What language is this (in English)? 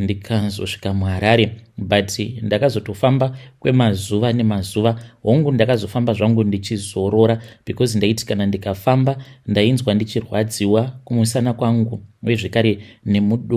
Shona